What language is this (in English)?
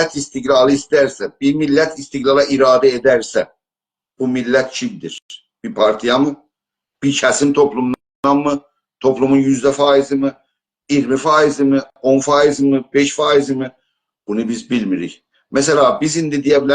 South Azerbaijani